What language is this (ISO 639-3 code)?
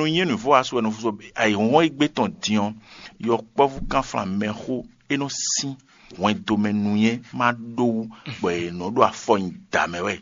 fon